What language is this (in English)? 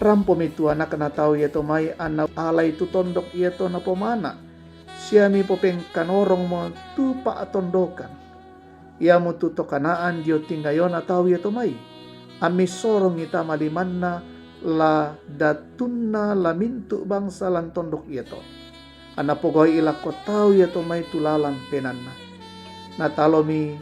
Toraja-Sa'dan